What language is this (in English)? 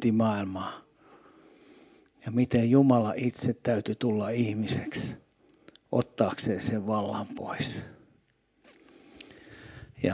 Finnish